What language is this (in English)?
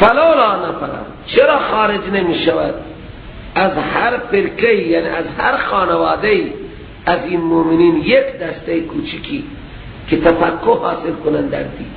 Persian